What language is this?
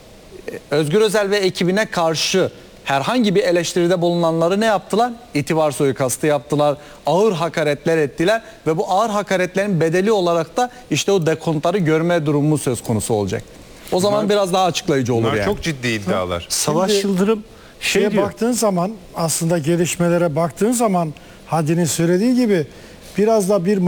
Turkish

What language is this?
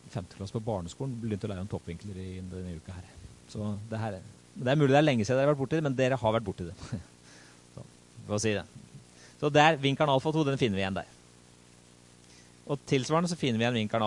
Norwegian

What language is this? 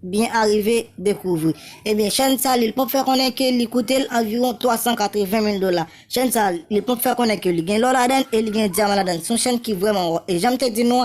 Haitian Creole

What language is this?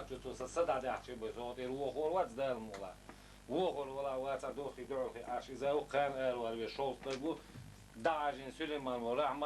Chechen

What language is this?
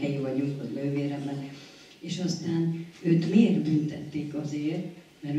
Hungarian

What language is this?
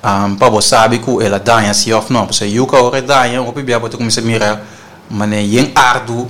Papiamento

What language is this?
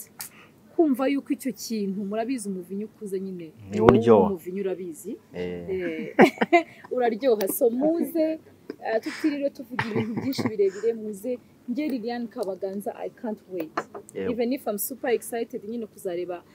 Kinyarwanda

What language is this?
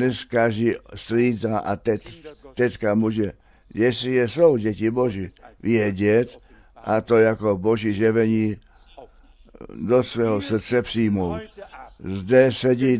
Czech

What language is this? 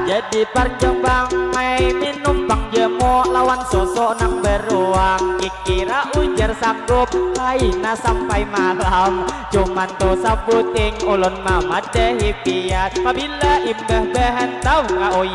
Banjar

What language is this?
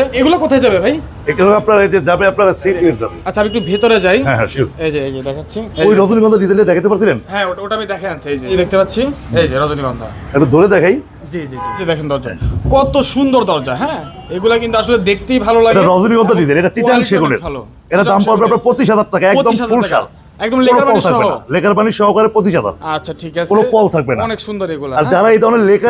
Bangla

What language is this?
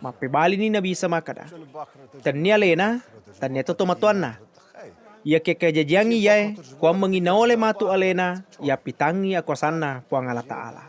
Buginese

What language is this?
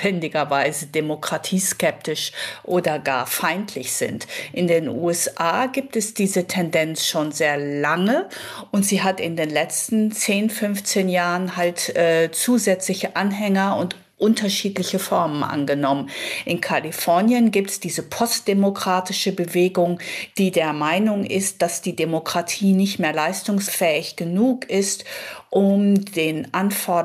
German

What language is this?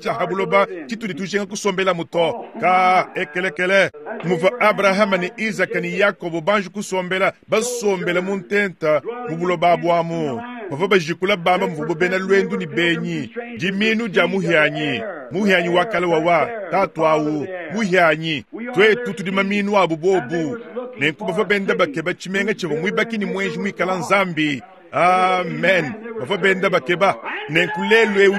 Luba-Lulua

